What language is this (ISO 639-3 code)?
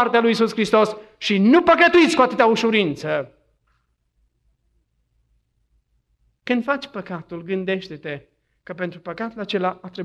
ron